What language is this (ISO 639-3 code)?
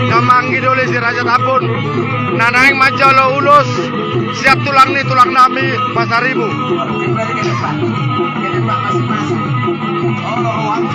bbc